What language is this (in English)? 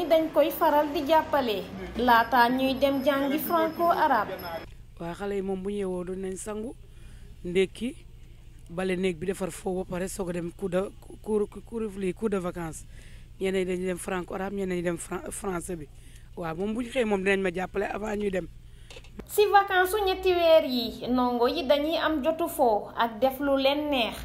Wolof